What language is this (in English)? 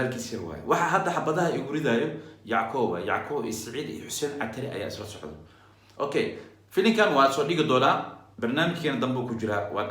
Somali